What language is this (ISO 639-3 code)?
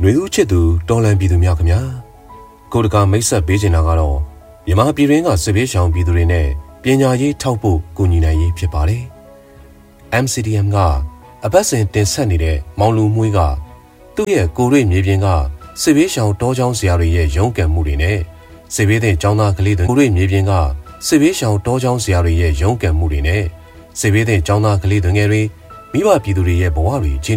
mya